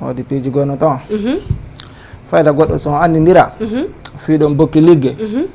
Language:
Fula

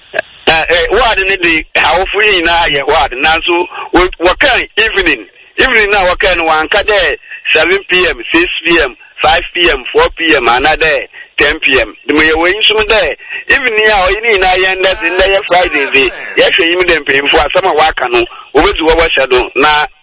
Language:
Akan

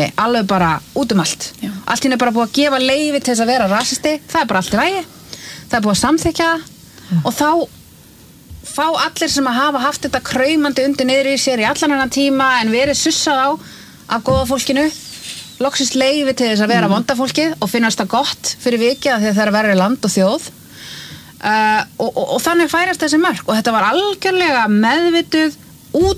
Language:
Icelandic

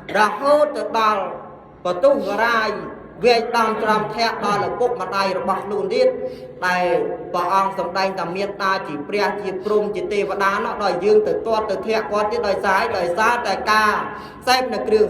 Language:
Khmer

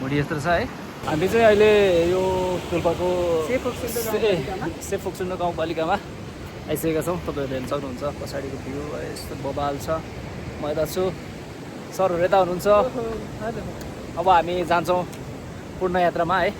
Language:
Nepali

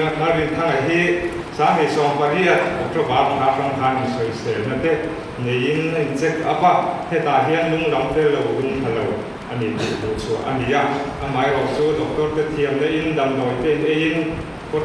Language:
Mizo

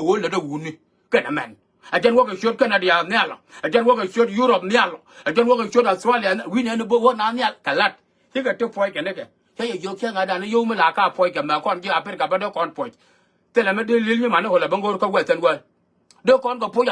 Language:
Nuer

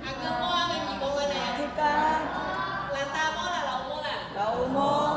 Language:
Akha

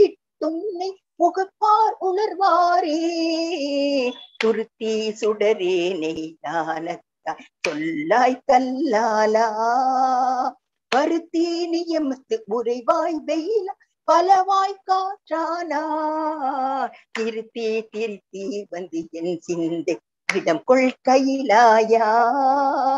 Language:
Tamil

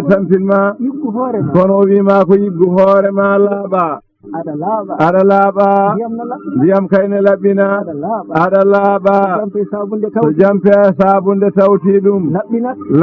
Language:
Fula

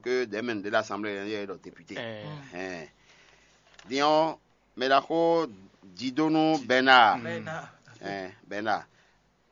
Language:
Fon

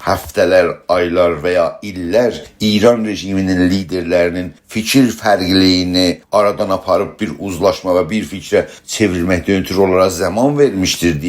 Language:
South Azerbaijani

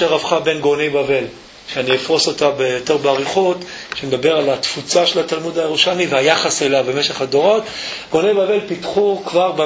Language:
Hebrew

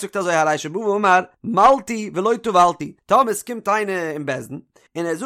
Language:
Yiddish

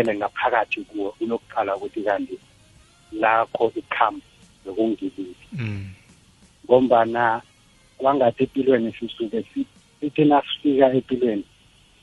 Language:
South Ndebele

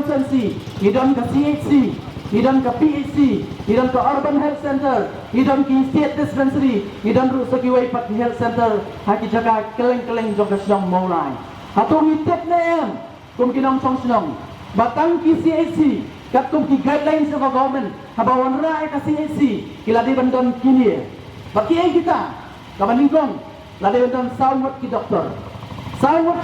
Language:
Khasi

